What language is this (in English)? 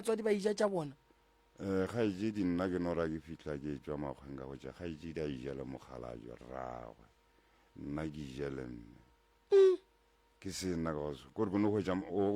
Northern Sotho